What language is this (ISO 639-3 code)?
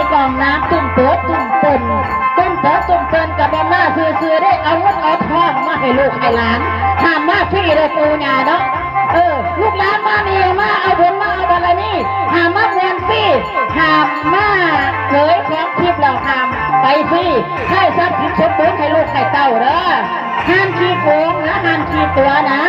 tts